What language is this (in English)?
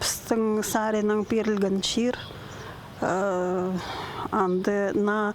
Khakas